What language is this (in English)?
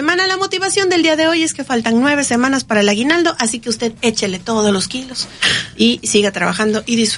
Spanish